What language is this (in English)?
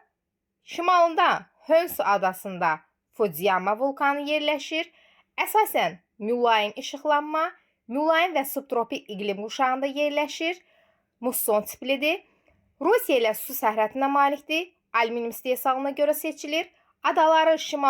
Azerbaijani